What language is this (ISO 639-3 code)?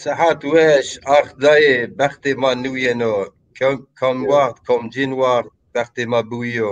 zza